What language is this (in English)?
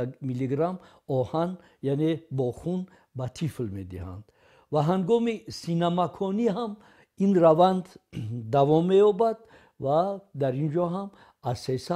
Tajik